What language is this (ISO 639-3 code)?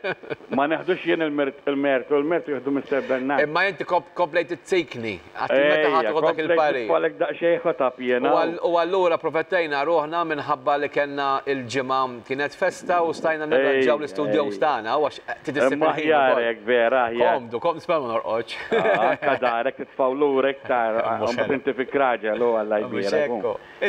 mlt